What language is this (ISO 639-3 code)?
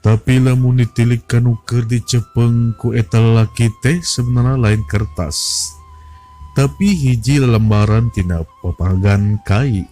sun